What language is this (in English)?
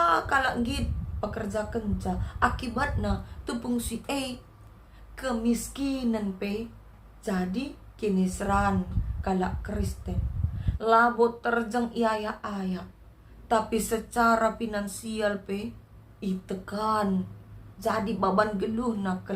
Batak Karo